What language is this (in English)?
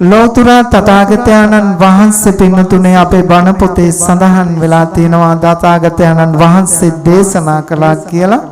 Sinhala